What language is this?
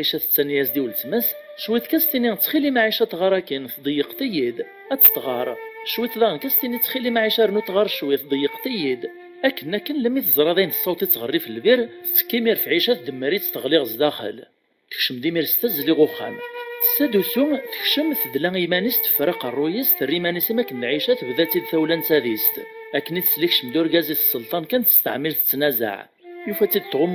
Kabyle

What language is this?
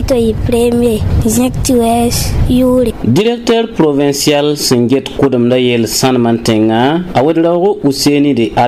Mossi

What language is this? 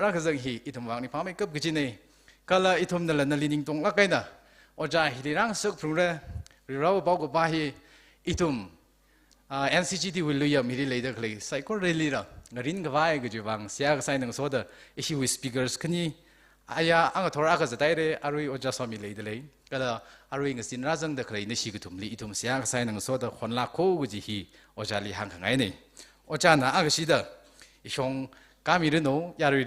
Tangkhul Naga (India)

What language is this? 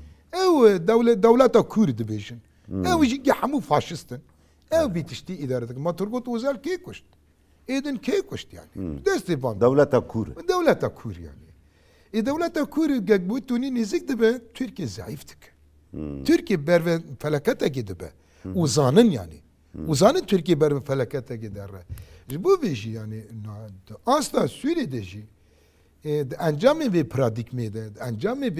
Kurdish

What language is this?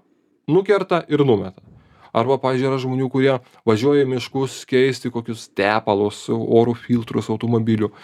Lithuanian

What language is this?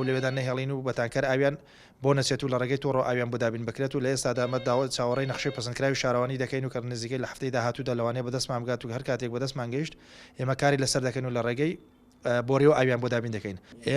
Central Kurdish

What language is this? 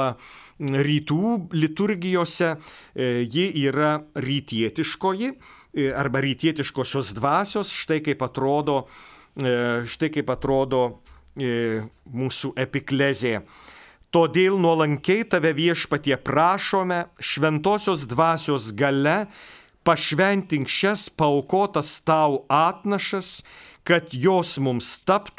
Lithuanian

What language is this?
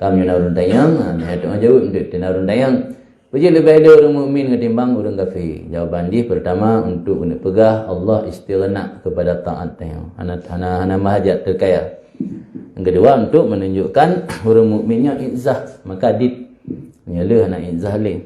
Achinese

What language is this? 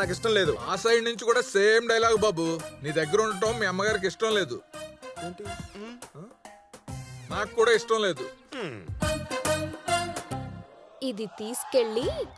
Telugu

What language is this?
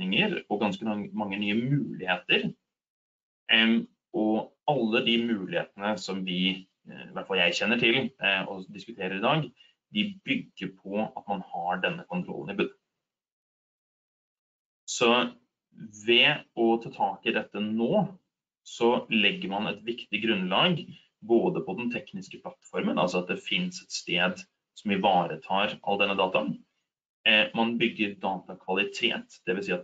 Norwegian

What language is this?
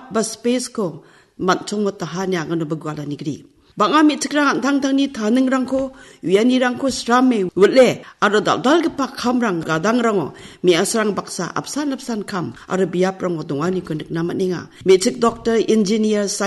Garo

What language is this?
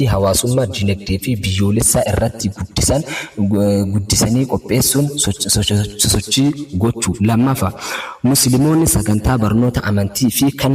Oromo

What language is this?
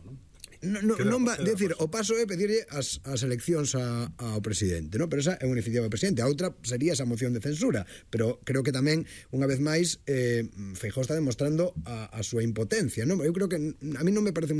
Galician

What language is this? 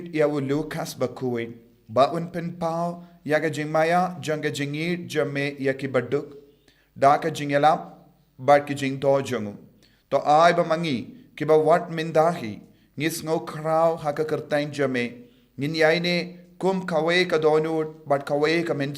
Khasi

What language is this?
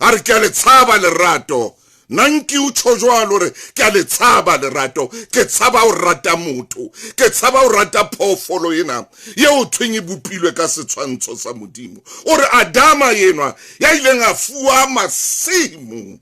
Southern Sotho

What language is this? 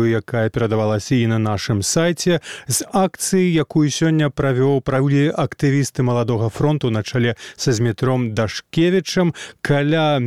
Belarusian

